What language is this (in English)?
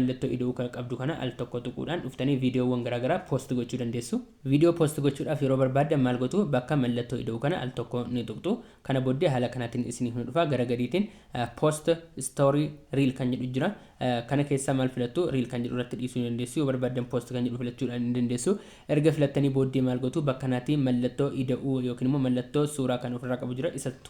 Oromo